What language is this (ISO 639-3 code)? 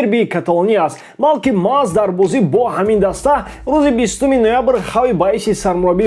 tgk